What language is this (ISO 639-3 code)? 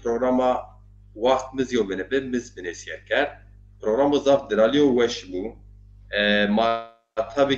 zza